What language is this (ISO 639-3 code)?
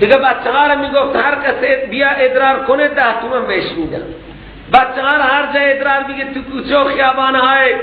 fas